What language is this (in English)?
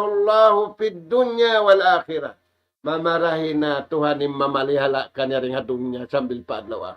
Tausug